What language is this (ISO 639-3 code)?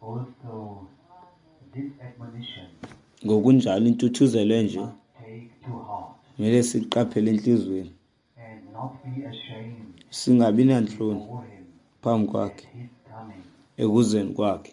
xho